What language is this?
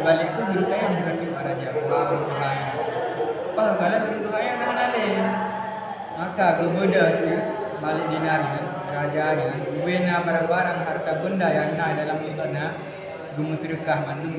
Achinese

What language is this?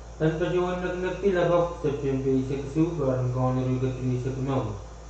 Pohnpeian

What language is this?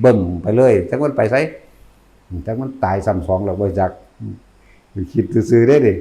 Northeastern Thai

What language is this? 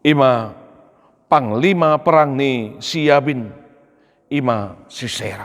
Batak Toba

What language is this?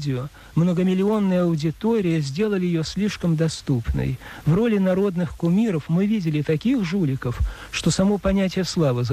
Russian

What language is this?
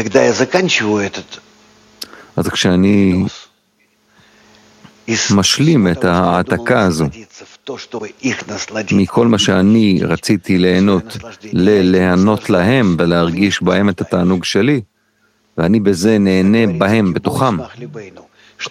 Hebrew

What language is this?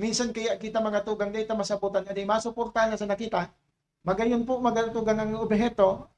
Bikol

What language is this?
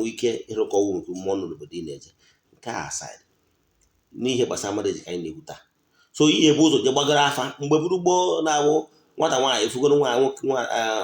Igbo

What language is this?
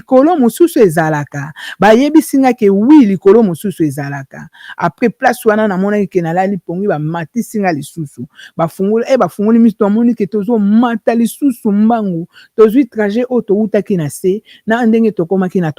Lingala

